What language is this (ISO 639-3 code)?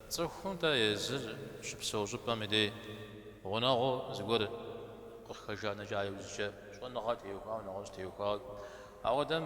kbd